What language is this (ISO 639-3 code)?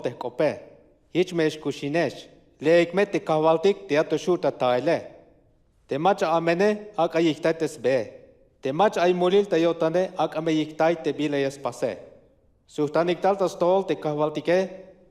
tzh